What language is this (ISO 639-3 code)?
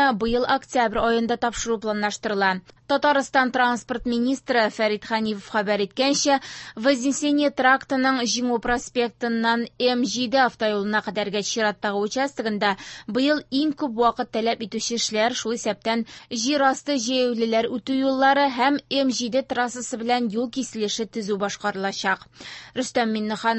tat